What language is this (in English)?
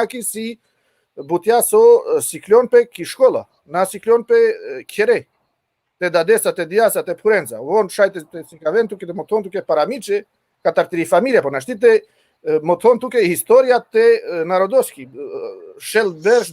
Balkan Romani